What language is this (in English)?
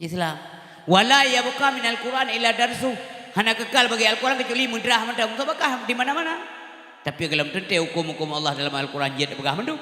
Achinese